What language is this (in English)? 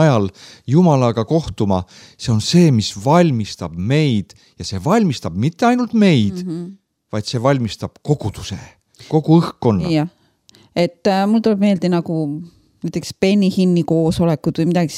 Estonian